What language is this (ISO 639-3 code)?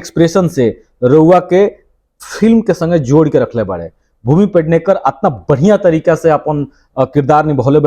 bho